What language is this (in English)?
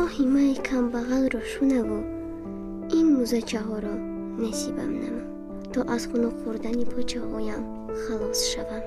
Tajik